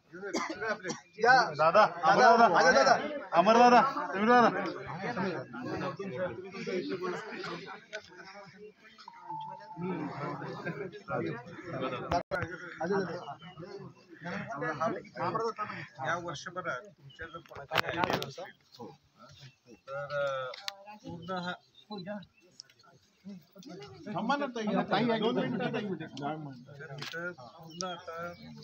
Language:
Marathi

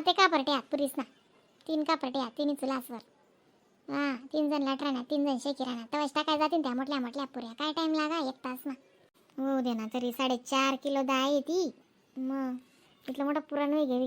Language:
Khandesi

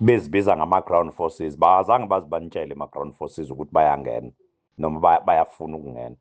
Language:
Zulu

